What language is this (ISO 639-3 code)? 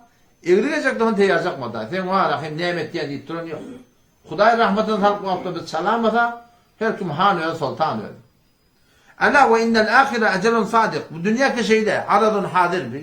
tuk